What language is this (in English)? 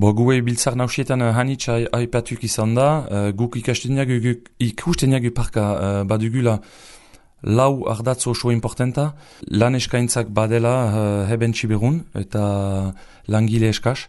Basque